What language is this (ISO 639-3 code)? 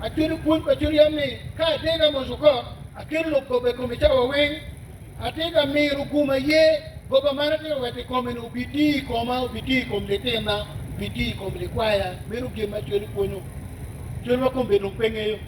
ach